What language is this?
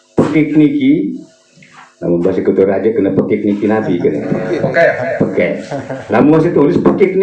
Sasak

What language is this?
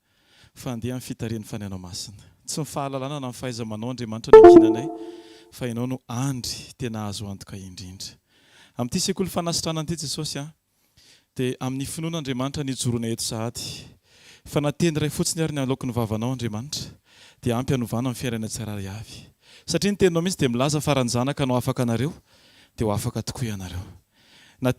Malagasy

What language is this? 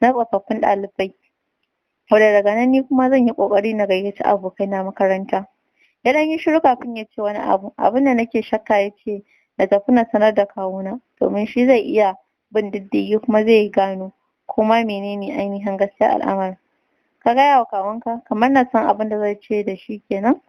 Hausa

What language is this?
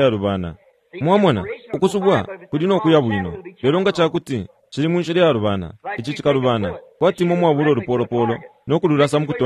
Bemba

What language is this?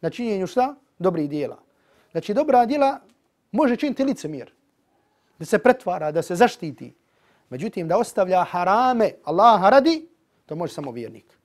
Bosnian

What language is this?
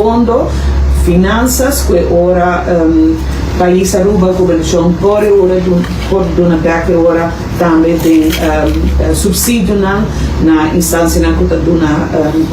Papiamento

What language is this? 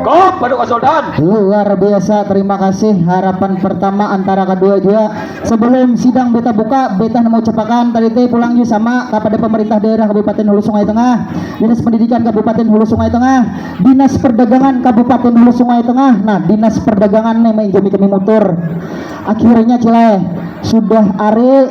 Banjar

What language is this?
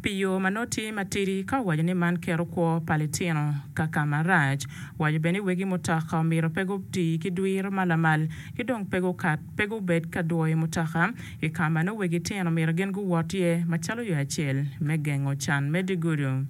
Acoli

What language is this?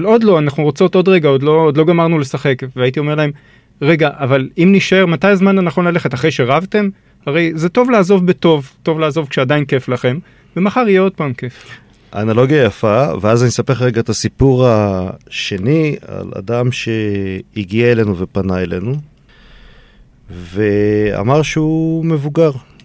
Hebrew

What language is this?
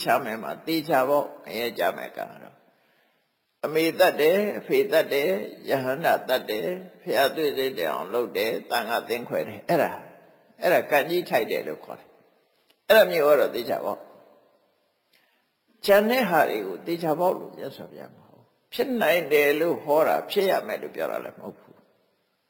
Burmese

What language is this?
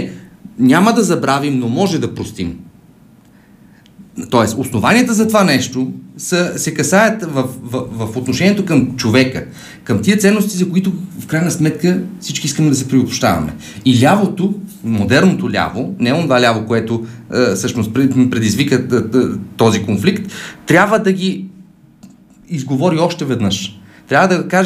Bulgarian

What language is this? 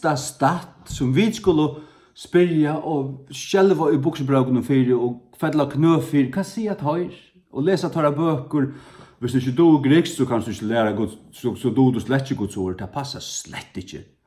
Faroese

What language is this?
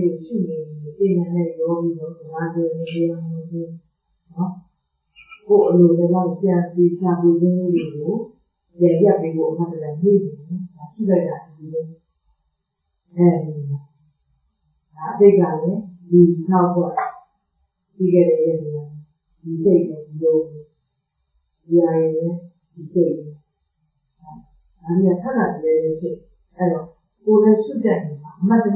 Burmese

